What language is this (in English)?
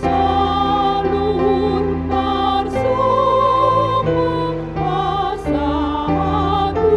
Batak Toba